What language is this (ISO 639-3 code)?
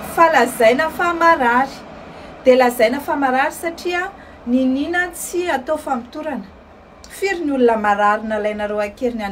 mlg